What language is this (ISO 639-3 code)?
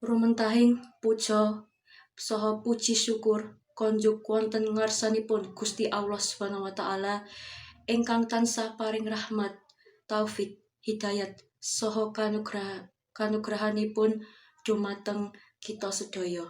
jav